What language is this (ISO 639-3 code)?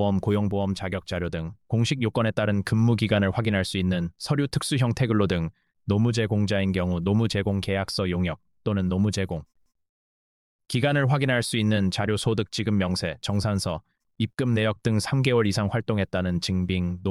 kor